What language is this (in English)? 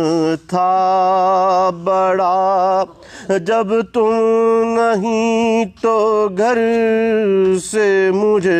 Urdu